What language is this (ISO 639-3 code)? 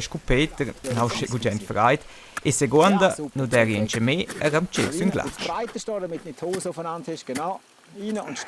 roh